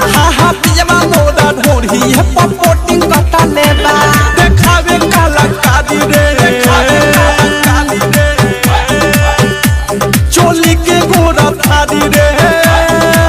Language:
Bhojpuri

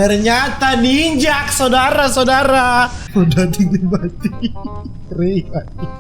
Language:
Manado Malay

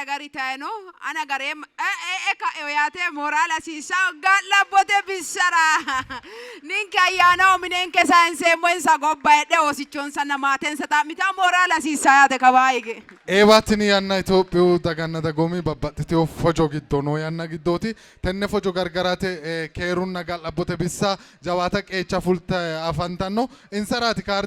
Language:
Sidamo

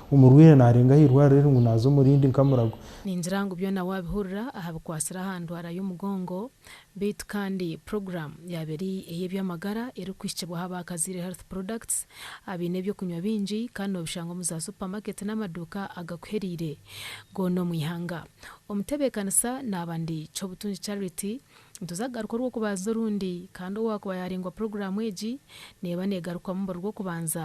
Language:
Nyankole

